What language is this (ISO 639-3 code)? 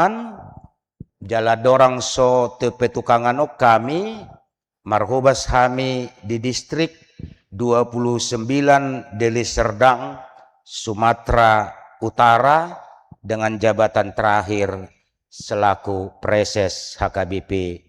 bbc